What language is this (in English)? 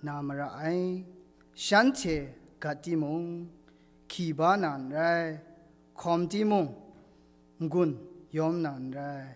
Kachin